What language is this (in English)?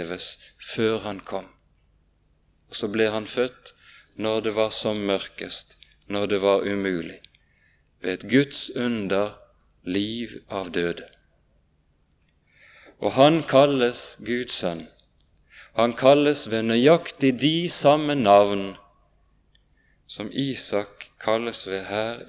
Norwegian